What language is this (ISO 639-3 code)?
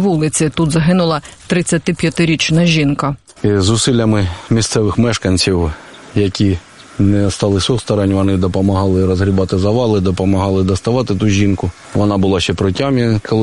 ukr